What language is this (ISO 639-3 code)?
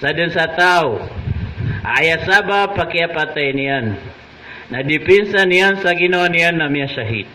mrw